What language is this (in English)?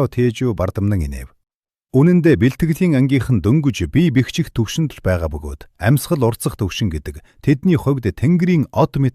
Mongolian